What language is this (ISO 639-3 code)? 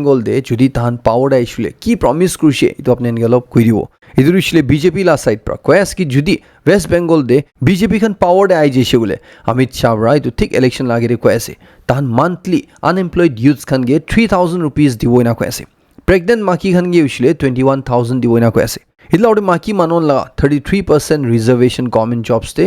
nag